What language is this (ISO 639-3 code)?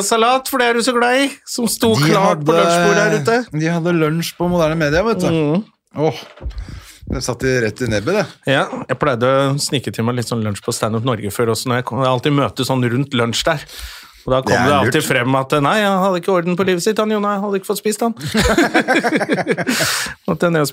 nor